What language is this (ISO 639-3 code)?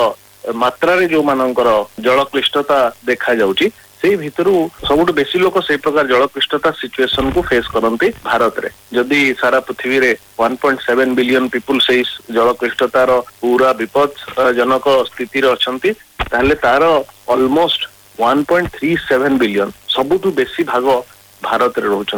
ori